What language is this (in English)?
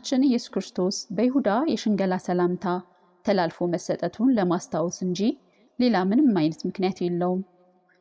Amharic